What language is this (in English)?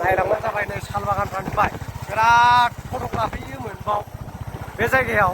Bodo